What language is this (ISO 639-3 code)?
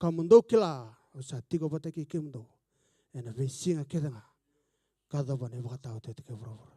fij